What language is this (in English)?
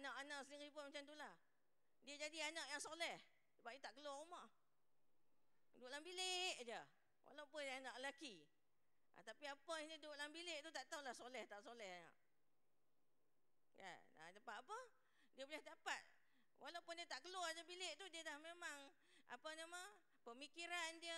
Malay